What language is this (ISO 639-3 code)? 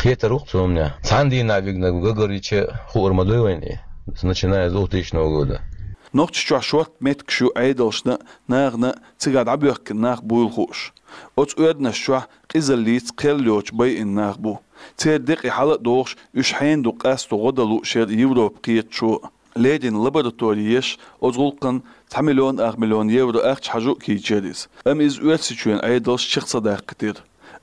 che